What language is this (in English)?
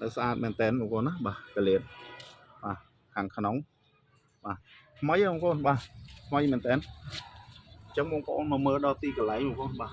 Khmer